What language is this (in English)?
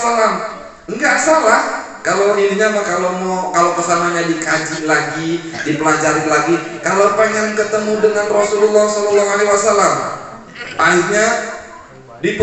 Indonesian